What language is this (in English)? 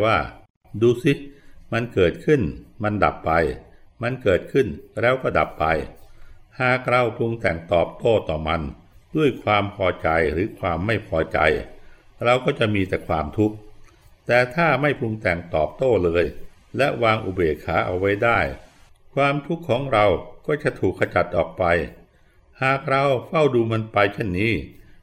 Thai